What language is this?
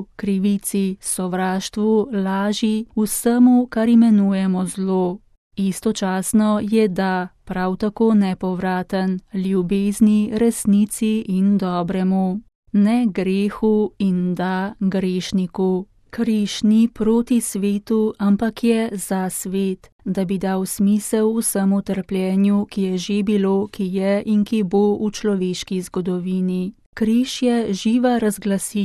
Slovenian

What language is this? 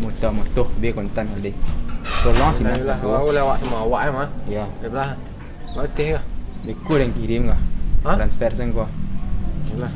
Minangkabau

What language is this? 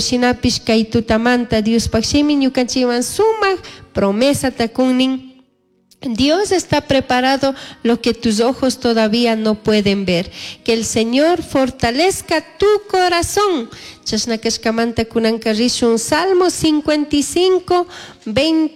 Chimborazo Highland Quichua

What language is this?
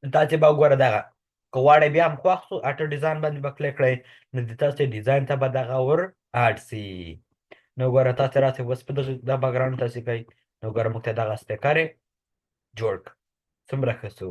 Pashto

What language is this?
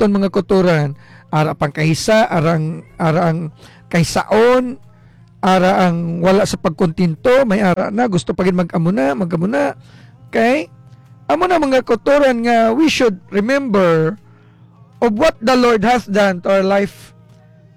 Hiligaynon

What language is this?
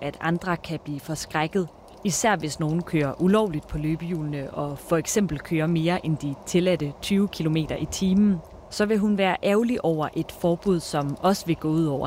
Danish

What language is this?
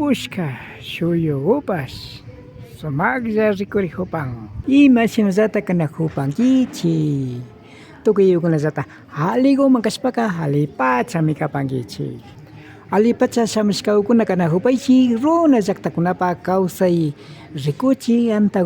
Imbabura Highland Quichua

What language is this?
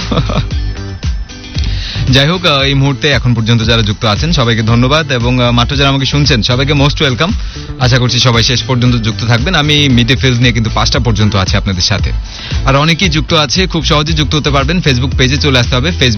Bangla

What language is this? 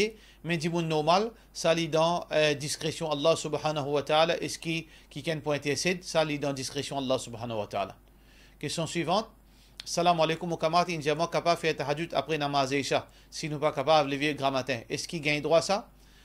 Morisyen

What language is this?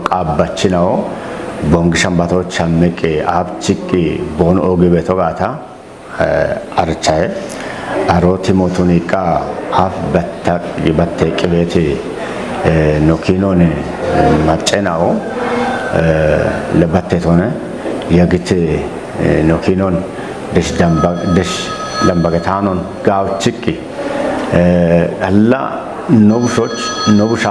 Kafa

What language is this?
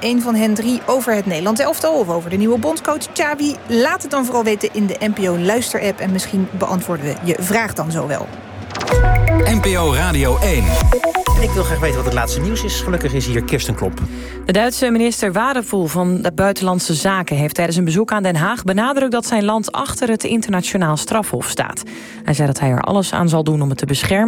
Dutch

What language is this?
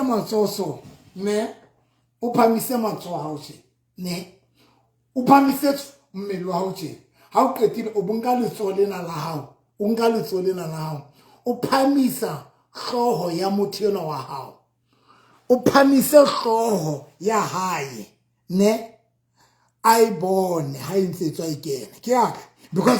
Southern Sotho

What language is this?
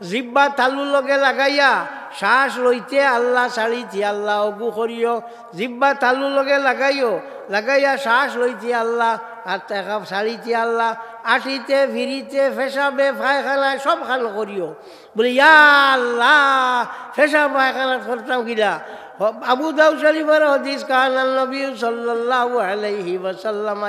Sylheti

